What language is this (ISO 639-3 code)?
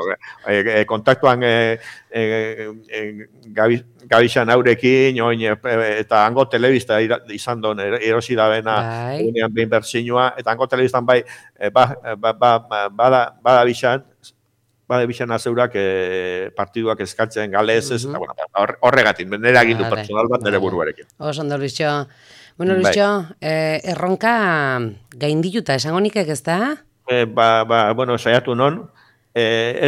eus